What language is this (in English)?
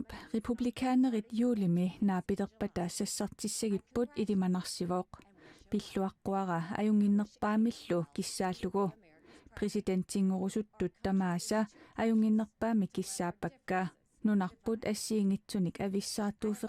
Kalaallisut